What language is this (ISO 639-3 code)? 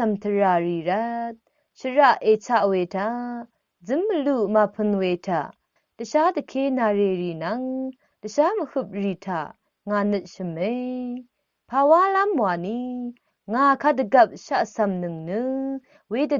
raw